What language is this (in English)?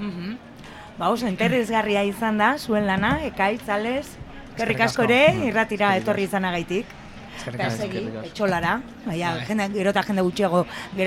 Basque